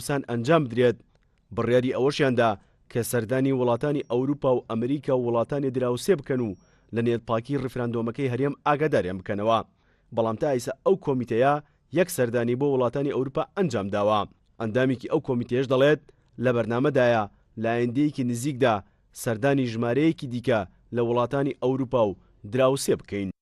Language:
Central Kurdish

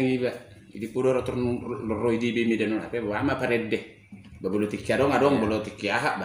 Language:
Batak Toba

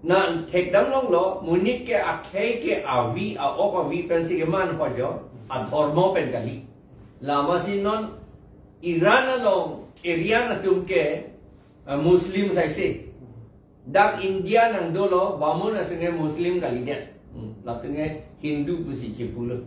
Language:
Karbi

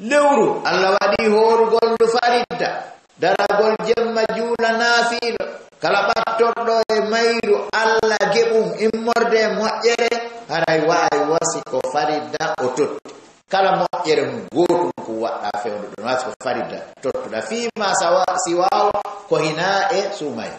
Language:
Fula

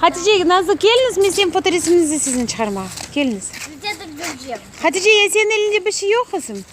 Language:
Crimean Tatar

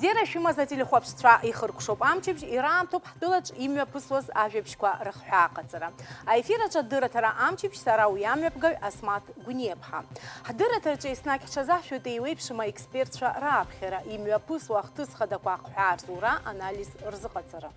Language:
Abkhazian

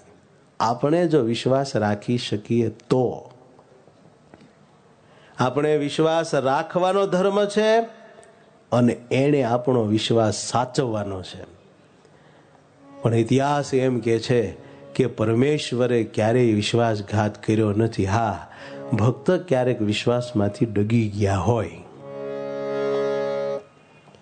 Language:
Gujarati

